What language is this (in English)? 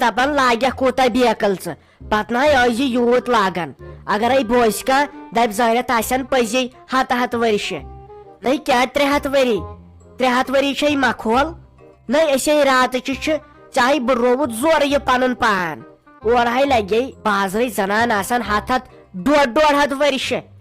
Kashmiri